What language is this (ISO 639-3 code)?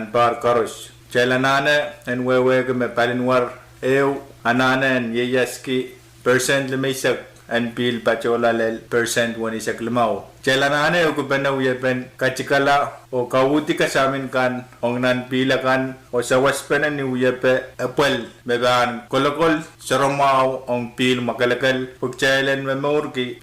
pon